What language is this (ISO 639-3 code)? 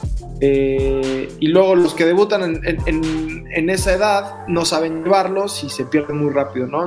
spa